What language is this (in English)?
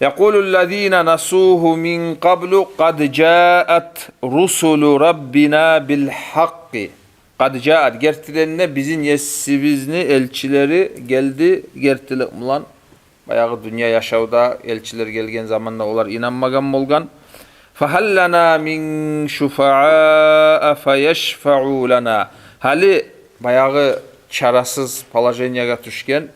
Kumyk